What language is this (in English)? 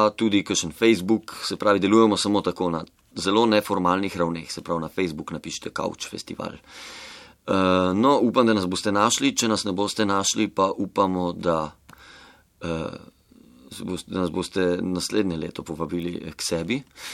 Slovenian